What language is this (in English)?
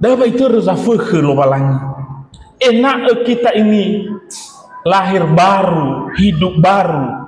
Nias